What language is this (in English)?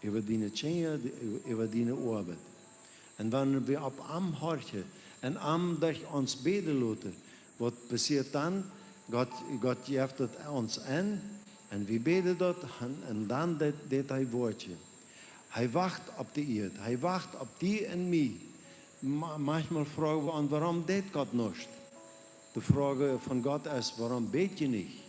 Plautdietsch